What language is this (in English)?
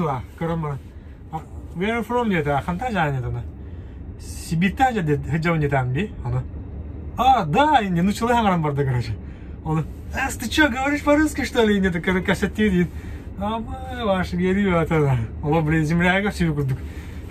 Yakut